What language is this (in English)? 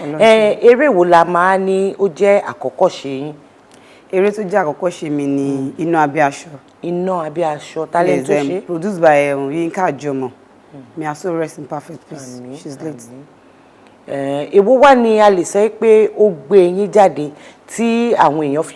Yoruba